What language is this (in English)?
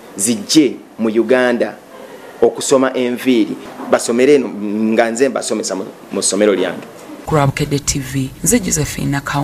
Ganda